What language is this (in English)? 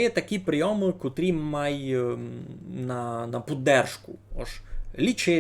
Rusyn